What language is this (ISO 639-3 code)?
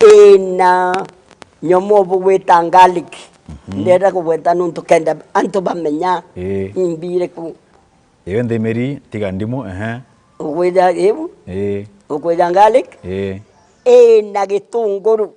mer